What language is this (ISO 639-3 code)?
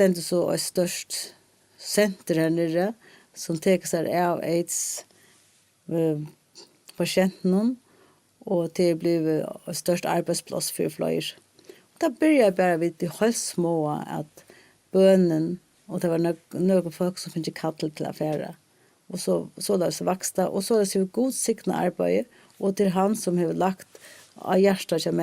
fao